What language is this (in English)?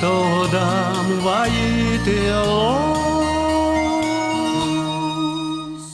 Udmurt